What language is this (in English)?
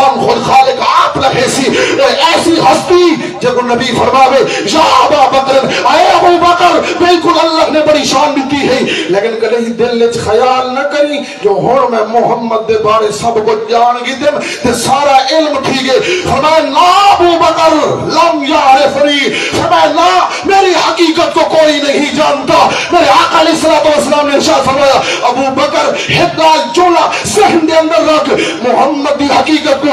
Saraiki